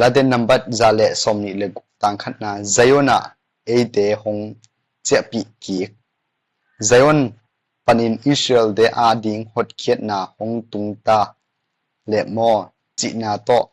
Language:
Tedim Chin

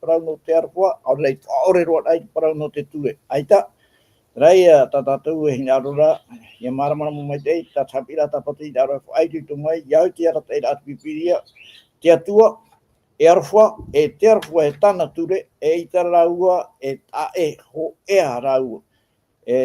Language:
Tahitian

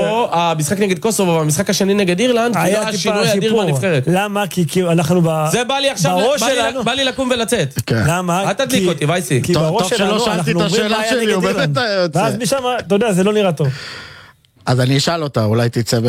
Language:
Hebrew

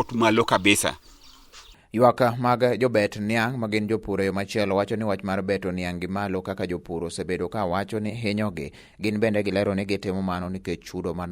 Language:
Luo (Kenya and Tanzania)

